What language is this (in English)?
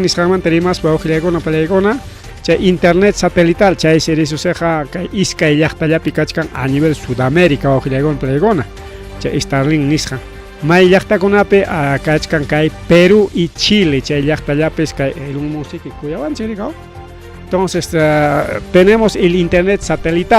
Ayacucho Quechua